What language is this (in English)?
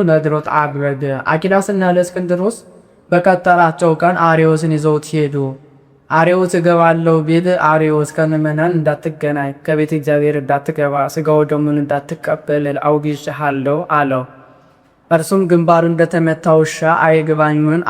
Amharic